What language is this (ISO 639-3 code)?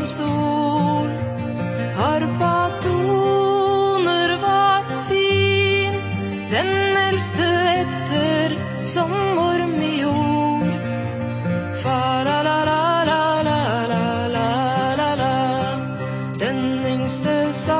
nor